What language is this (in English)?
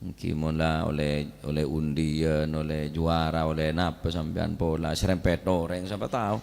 Madurese